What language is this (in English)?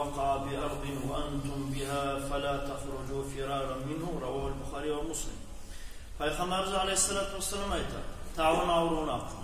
Kumyk